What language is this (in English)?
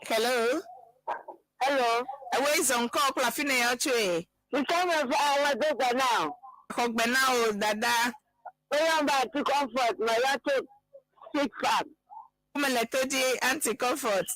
Ewe